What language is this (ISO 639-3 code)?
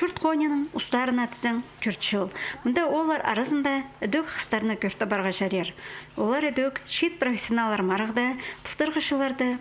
kjh